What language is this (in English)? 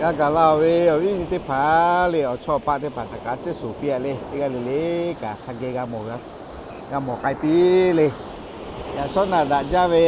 Lahu